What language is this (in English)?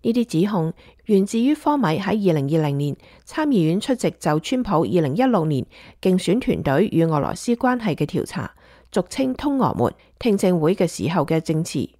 Cantonese